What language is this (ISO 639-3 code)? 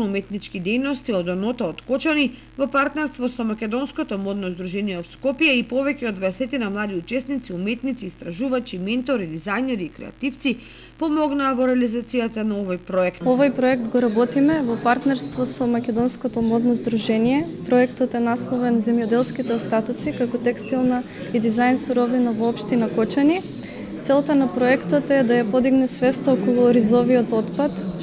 mkd